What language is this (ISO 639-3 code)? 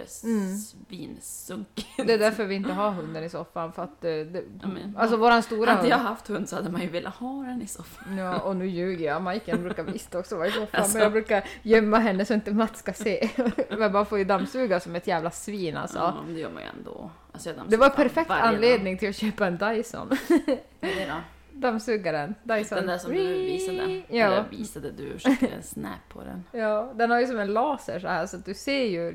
swe